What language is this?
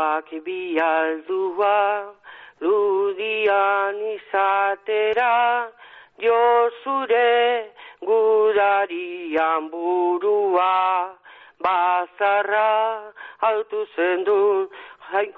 Basque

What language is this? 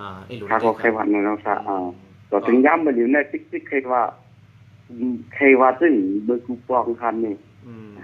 Shan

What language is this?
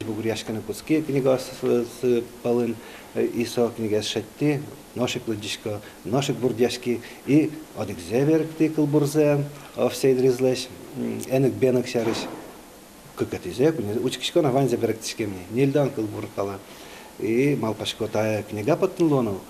Udmurt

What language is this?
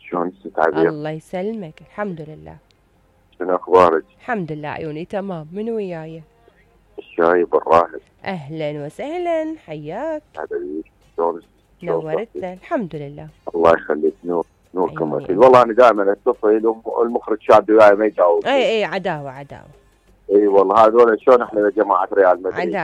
Mesopotamian Arabic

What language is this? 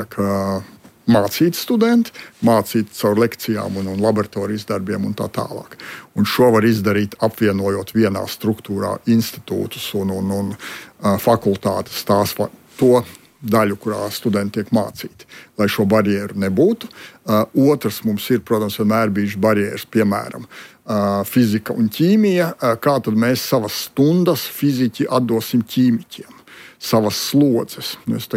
Latvian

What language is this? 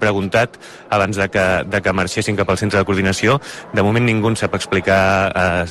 Catalan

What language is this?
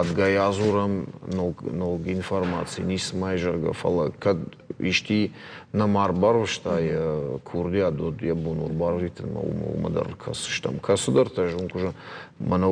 Ossetic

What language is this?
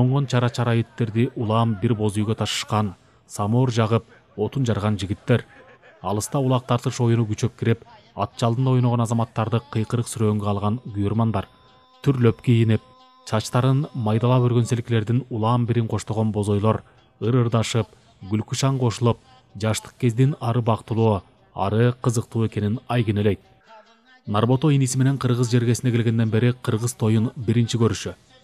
Kyrgyz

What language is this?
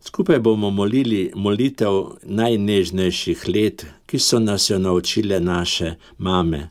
Slovenian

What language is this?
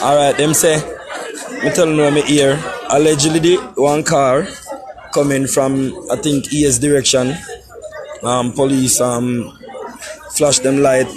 Jamaican Creole English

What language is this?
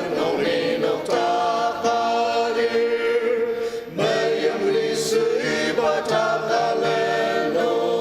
Ao Naga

